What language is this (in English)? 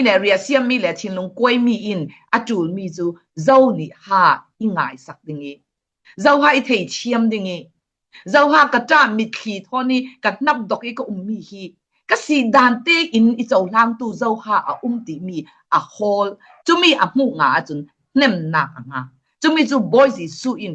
Falam Chin